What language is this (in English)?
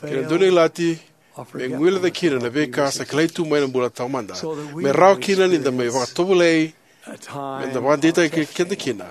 Fijian